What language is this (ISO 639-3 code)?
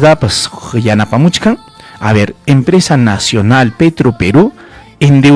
quy